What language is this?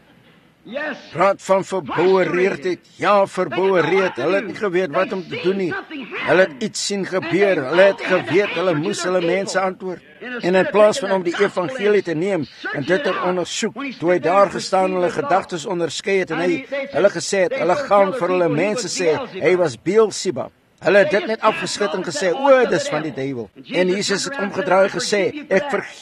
Afrikaans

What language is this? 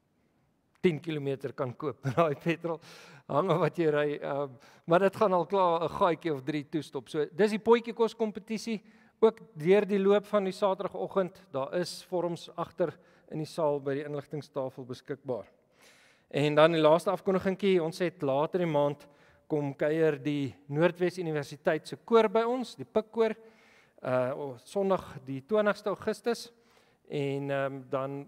Afrikaans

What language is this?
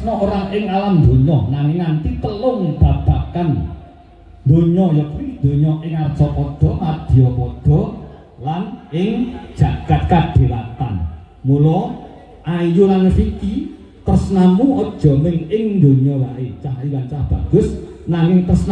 Javanese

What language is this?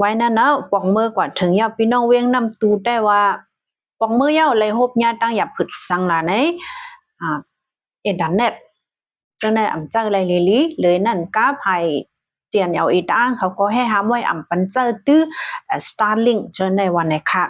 Shan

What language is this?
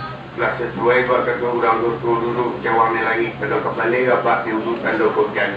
Minangkabau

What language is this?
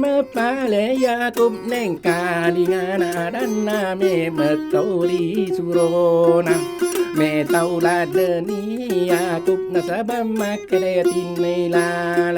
Buginese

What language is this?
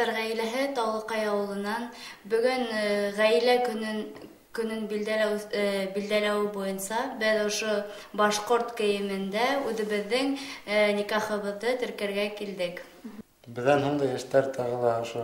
Bashkir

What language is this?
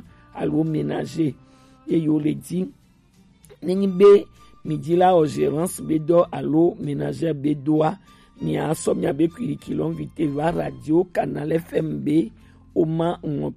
Gen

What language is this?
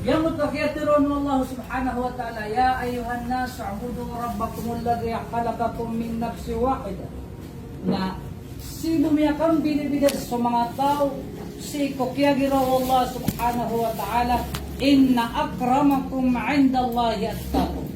Maranao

